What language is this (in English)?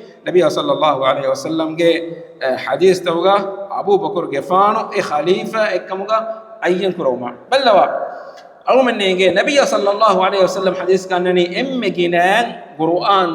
Divehi